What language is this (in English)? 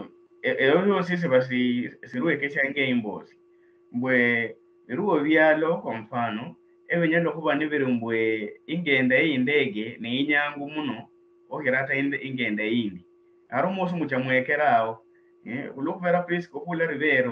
Luyia